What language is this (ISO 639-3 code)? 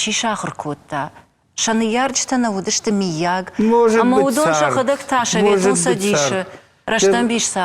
oss